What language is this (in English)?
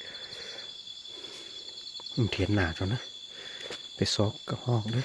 Lao